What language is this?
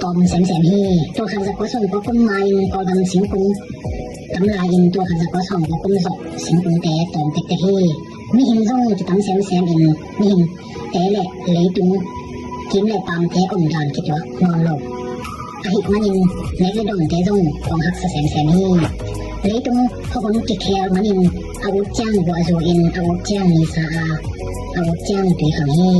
Tedim Chin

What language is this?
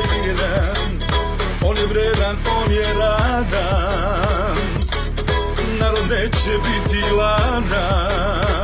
Serbian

